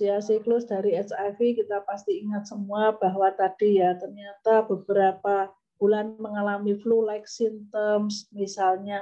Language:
Indonesian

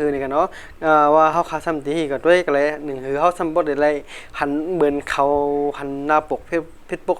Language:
Shan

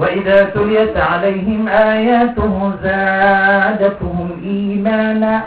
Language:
Maranao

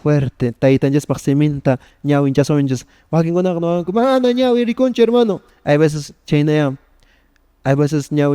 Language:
Quechua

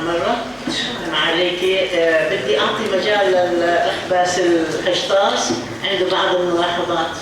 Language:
North Levantine Arabic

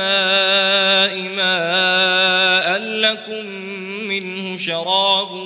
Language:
Arabic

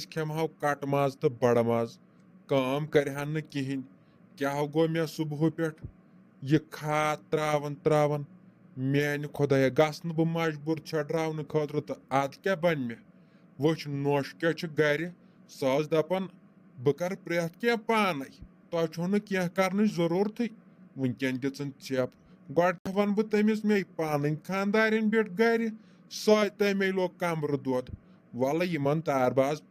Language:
Kashmiri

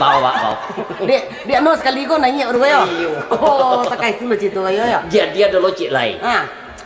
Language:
Minangkabau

